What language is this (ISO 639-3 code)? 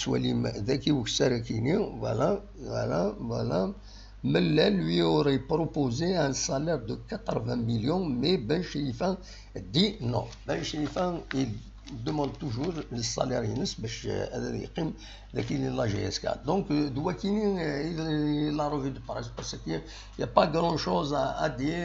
kab